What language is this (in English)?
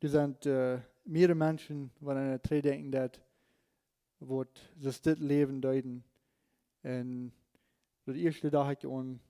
Plautdietsch